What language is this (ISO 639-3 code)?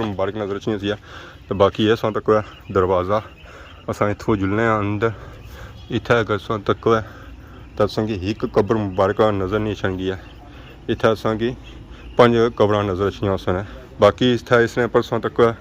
phr